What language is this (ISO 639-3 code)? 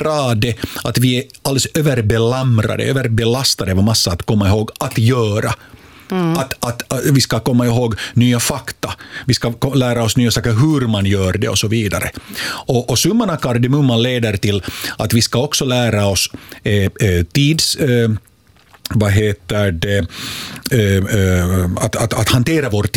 swe